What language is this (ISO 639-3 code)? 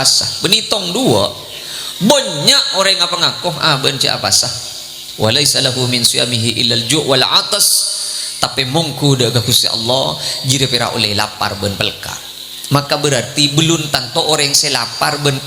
mad